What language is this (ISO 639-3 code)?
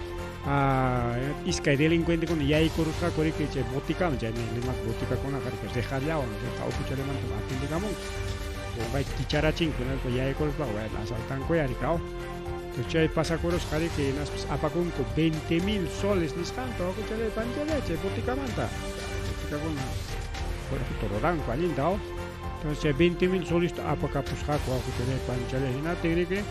quy